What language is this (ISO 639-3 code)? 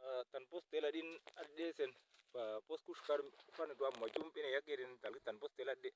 udu